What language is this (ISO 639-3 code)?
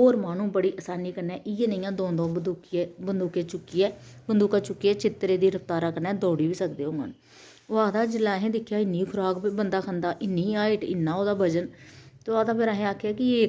doi